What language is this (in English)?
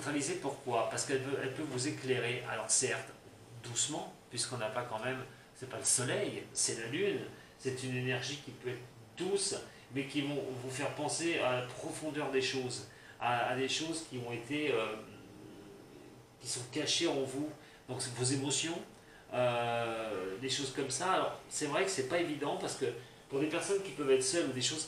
French